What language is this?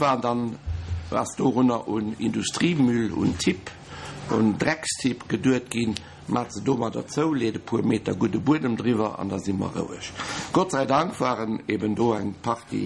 Luxembourgish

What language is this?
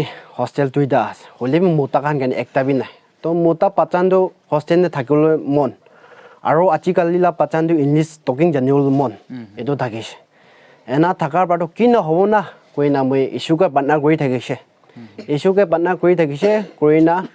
Naga Pidgin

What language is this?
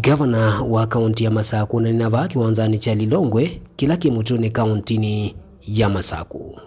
Kamba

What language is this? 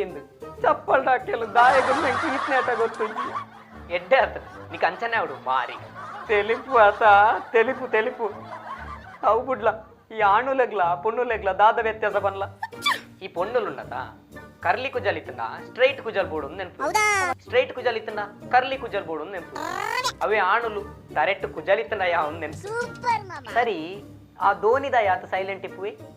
Tulu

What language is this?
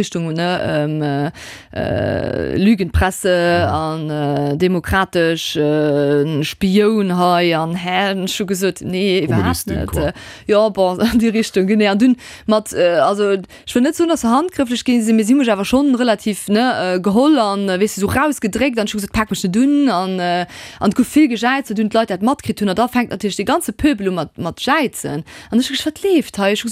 Luxembourgish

